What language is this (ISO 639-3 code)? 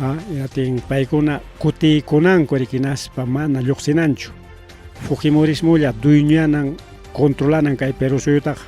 quy